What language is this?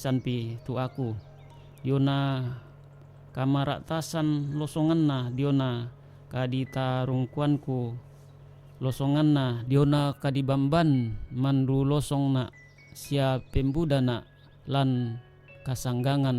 Toraja-Sa'dan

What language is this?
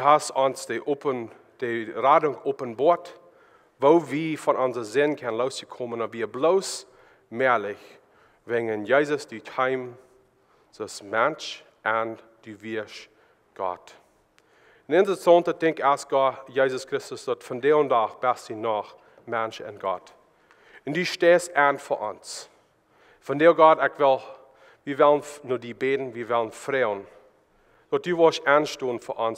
Plautdietsch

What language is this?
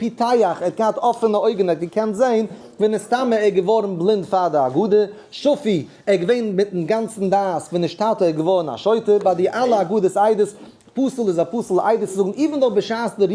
Yiddish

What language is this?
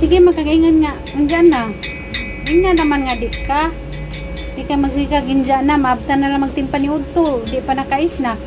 Cebuano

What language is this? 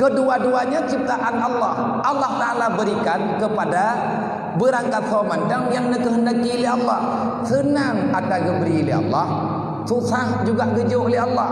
Achinese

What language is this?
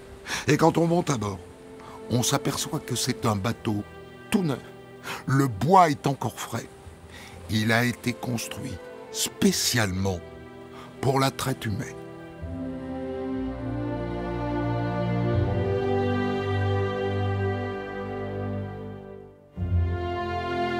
French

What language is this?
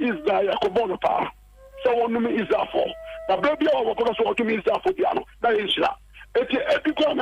Akan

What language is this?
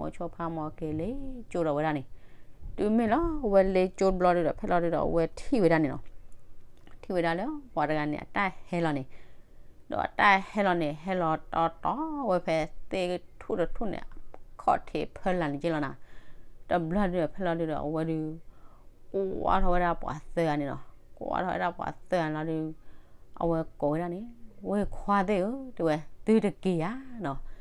S'gaw Karen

